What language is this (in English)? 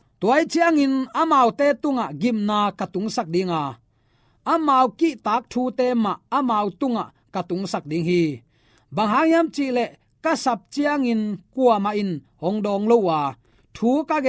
Tedim Chin